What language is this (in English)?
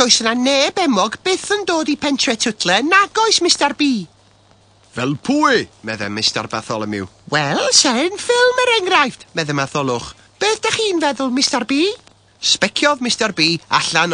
Welsh